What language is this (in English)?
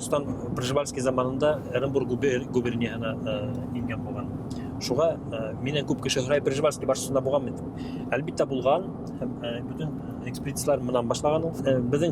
Bashkir